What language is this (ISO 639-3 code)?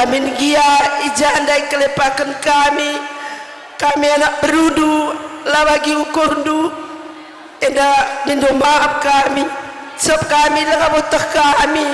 btx